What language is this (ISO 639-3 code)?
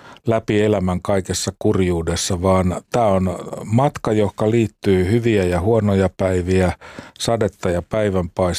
fin